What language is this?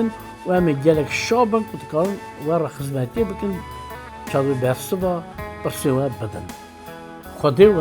Kurdish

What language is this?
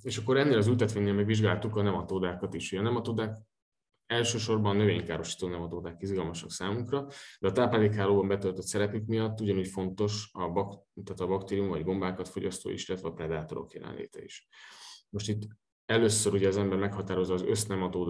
Hungarian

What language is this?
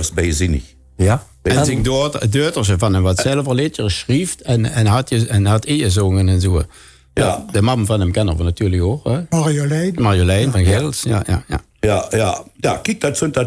Limburgish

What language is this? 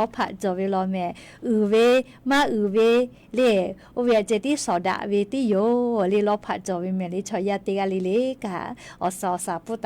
Lahu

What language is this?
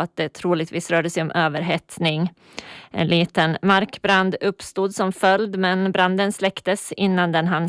Swedish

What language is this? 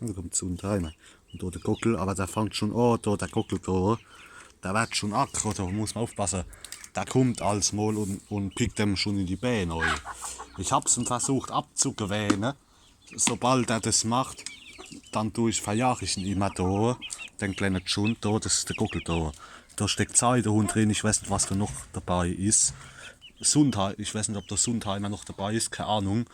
Palatine German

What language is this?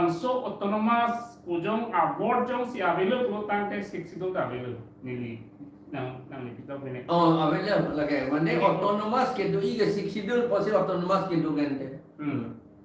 Karbi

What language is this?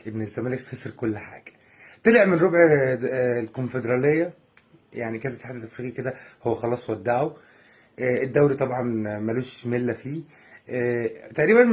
Egyptian Arabic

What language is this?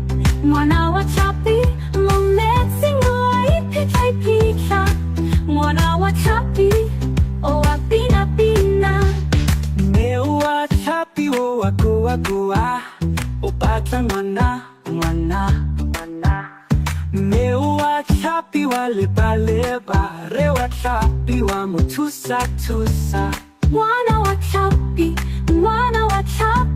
Tswana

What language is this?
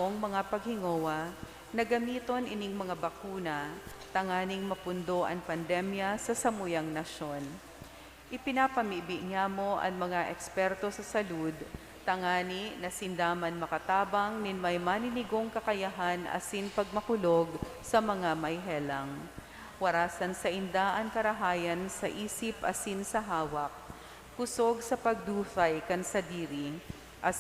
Bikol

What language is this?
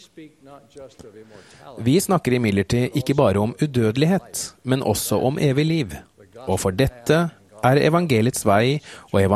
Norwegian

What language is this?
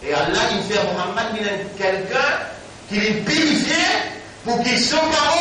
Morisyen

